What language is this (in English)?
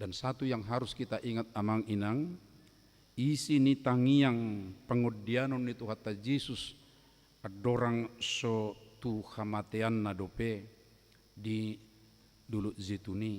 Batak Toba